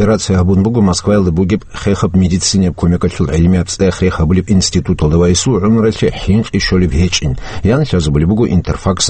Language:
Avaric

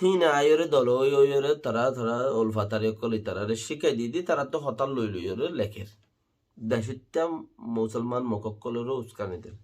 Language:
Rohingya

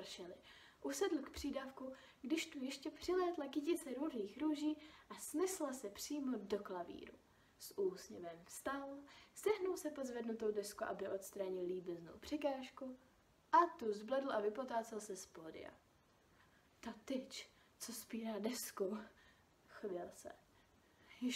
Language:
Czech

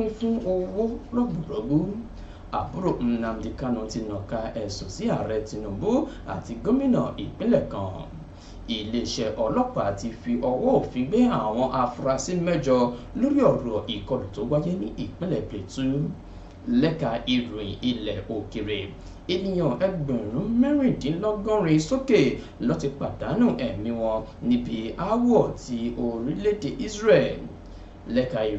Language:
Yoruba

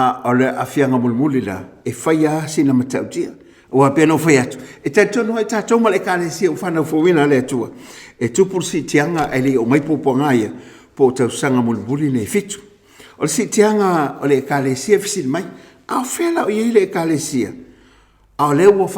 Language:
Samoan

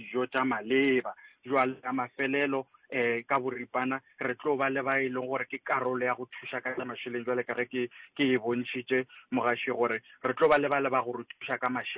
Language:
Northern Sotho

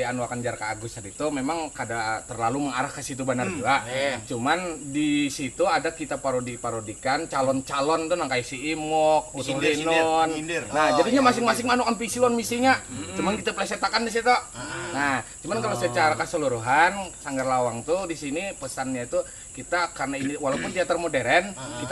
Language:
Banjar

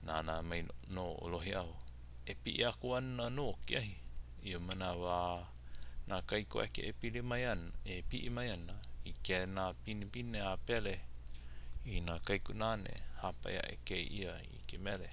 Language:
Hawaiian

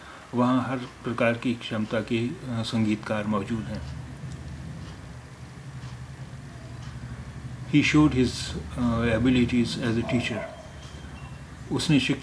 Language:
Hindi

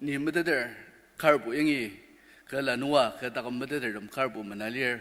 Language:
Ao Naga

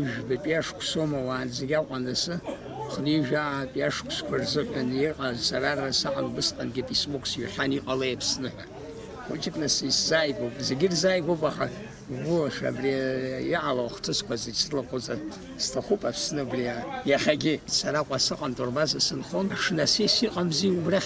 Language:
Abkhazian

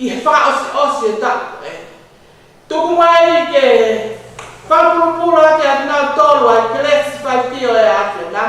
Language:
Tongan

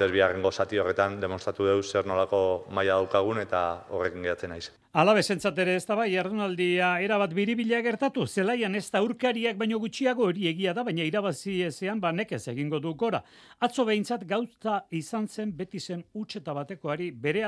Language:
Basque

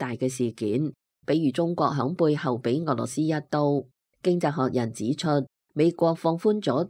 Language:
Cantonese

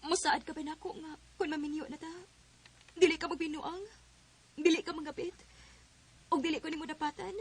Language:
Cebuano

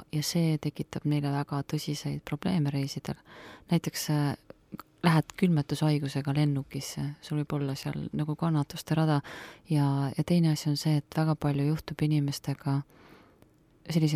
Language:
Estonian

